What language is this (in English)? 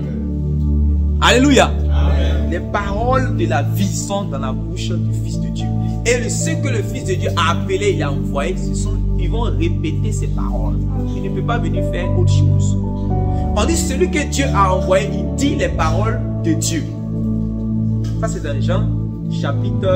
French